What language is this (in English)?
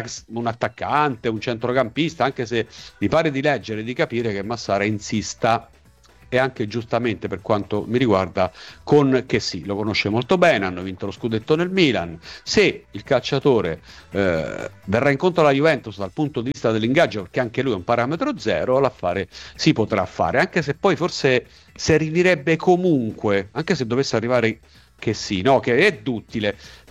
Italian